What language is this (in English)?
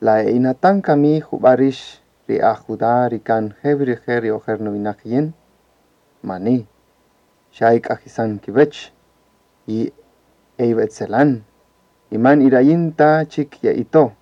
Kaqchikel